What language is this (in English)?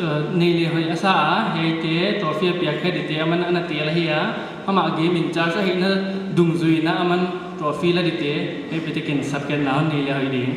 Paite Chin